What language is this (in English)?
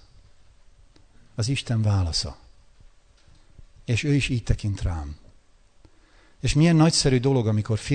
Hungarian